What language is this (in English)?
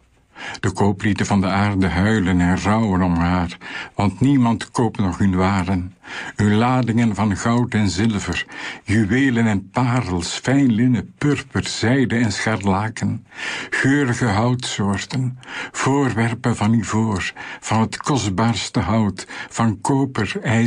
Dutch